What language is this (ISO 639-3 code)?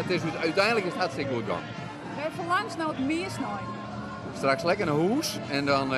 fry